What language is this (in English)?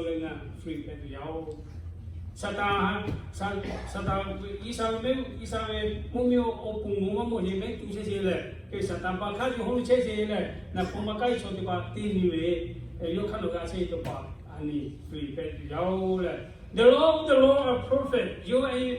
Lahu